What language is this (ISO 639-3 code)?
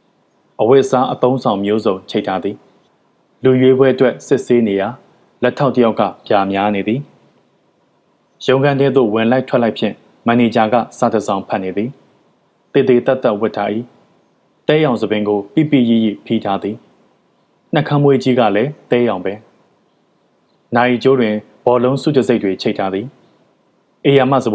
mya